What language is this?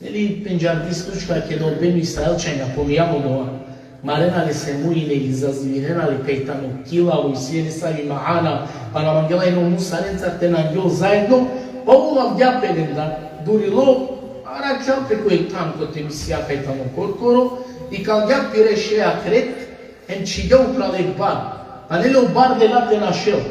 Balkan Romani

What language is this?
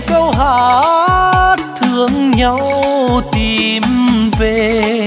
Vietnamese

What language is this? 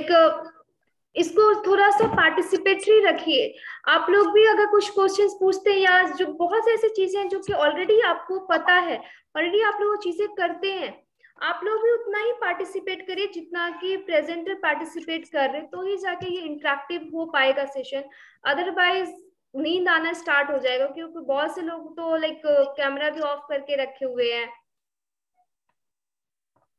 Hindi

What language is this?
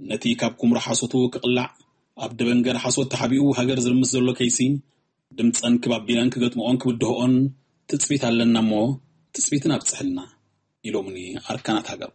Tigrinya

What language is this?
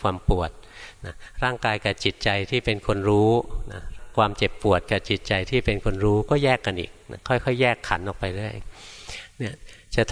Thai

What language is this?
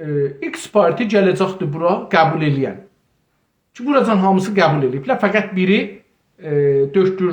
South Azerbaijani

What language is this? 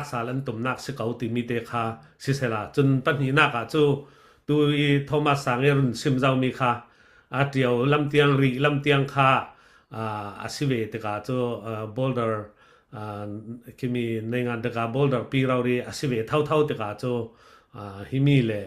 Falam Chin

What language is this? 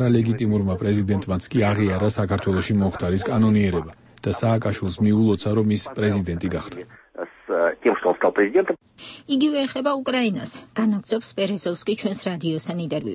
Georgian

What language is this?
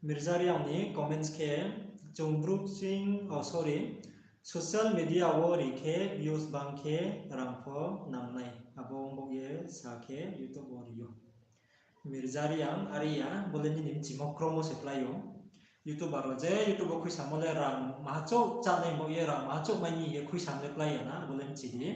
Riang (India)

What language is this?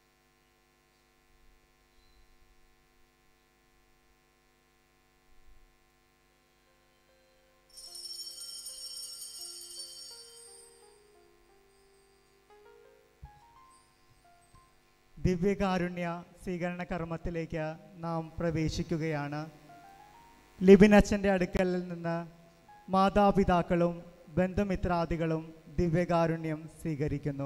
Malayalam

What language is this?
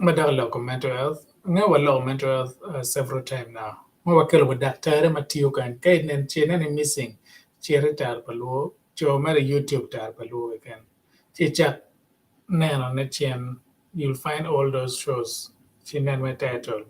Acoli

